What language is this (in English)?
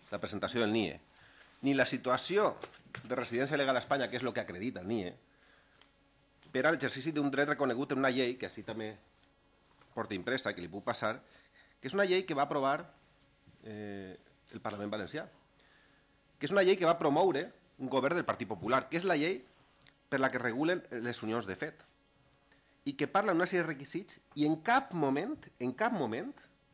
Catalan